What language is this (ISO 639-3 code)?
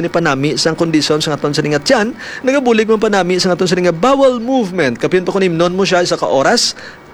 hil